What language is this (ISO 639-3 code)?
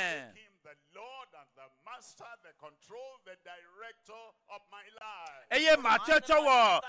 ewe